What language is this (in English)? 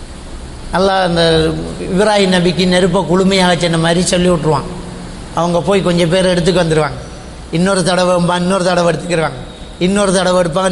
Tamil